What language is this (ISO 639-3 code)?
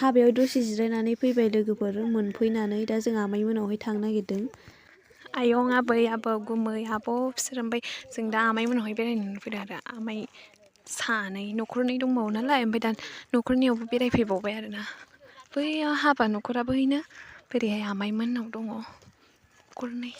brx